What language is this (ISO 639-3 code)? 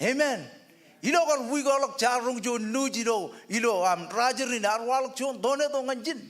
mah